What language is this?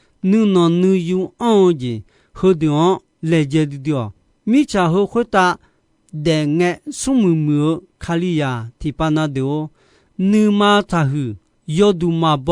Akha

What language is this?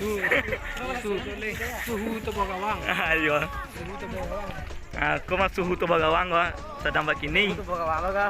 Minangkabau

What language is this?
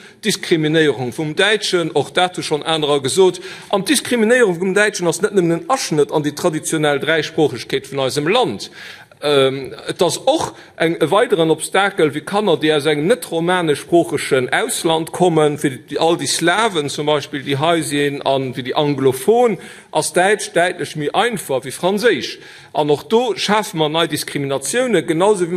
Luxembourgish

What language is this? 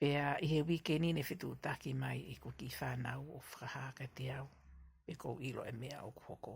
Tongan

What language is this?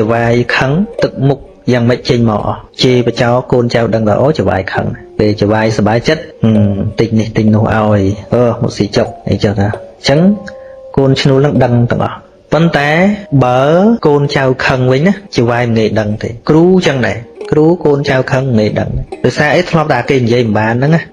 Khmer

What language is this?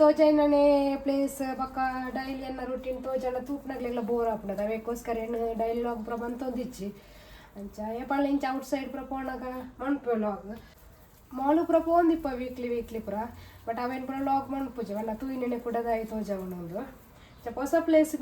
Tulu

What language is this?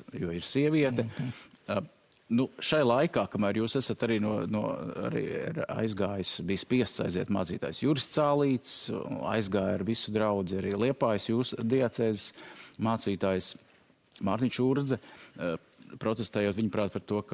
Latvian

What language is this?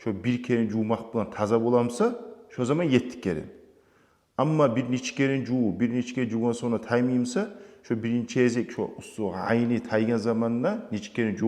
Kumyk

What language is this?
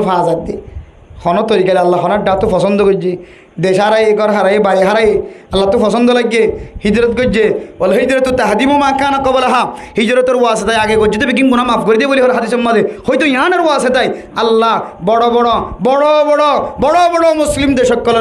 Rohingya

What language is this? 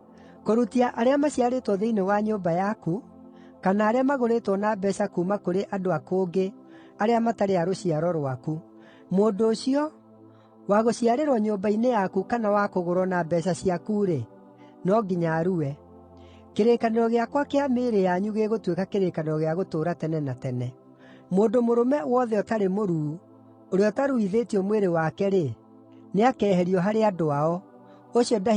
Kikuyu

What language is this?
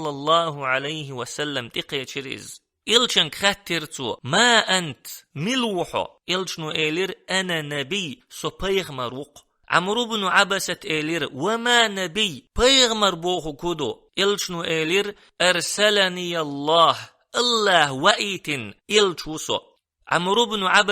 Chechen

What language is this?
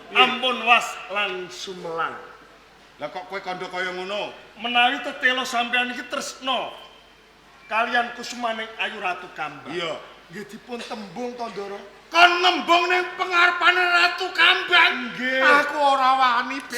Javanese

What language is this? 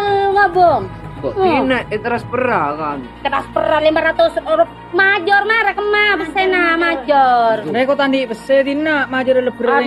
Madurese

